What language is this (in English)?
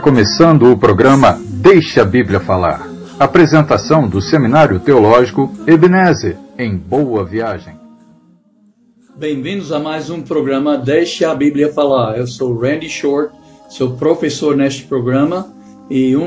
Portuguese